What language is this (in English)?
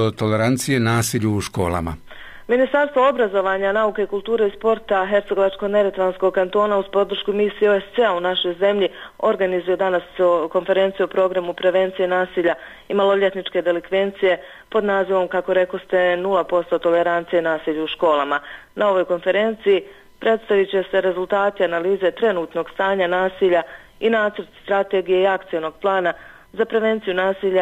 Bosnian